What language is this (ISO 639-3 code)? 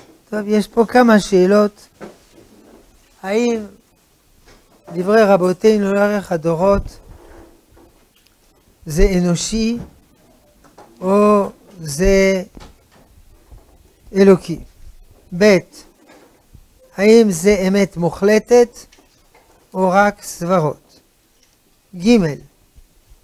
heb